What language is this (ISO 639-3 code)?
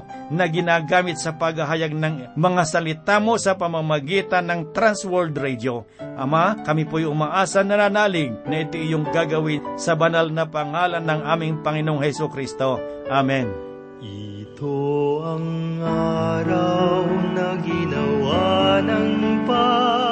fil